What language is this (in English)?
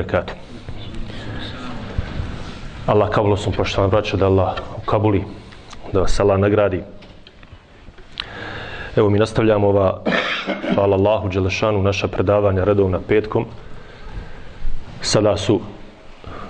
Bosnian